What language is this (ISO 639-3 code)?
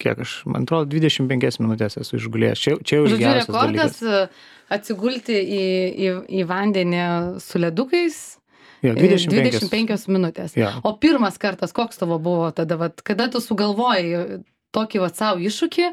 lit